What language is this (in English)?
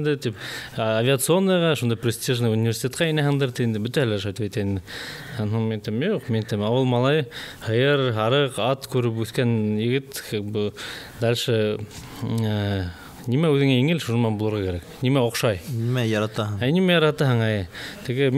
Bashkir